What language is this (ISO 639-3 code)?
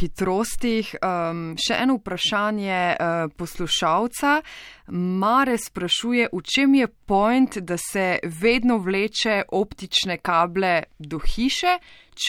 slv